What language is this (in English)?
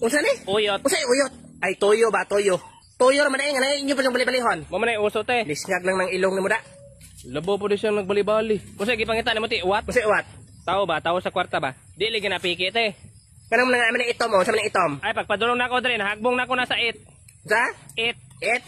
Cebuano